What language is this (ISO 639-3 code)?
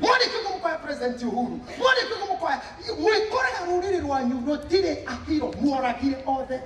kik